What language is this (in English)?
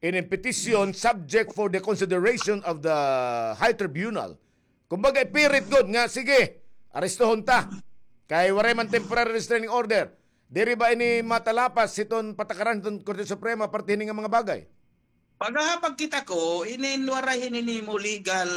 Waray